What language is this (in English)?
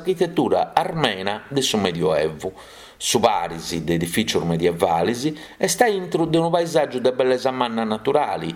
Sardinian